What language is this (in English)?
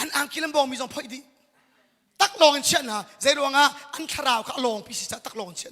Hakha Chin